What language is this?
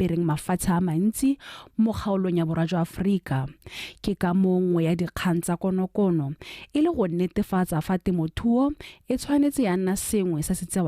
Tswana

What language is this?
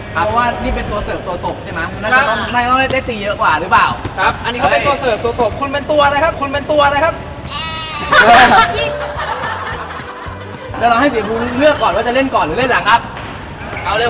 Thai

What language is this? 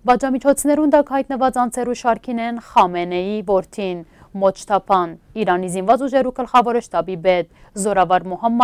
Western Armenian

